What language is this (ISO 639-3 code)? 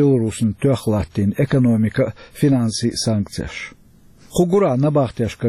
che